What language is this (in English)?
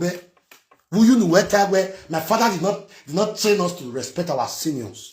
Nigerian Pidgin